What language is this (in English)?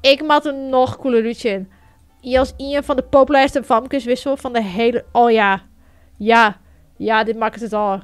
Western Frisian